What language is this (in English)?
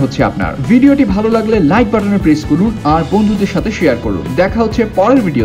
Bangla